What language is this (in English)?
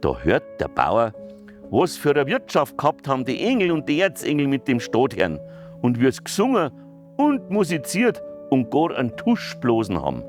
Bavarian